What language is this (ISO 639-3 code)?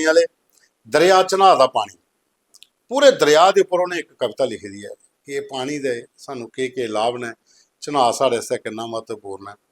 doi